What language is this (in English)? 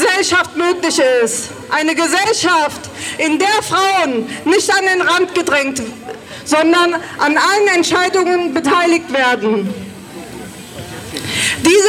German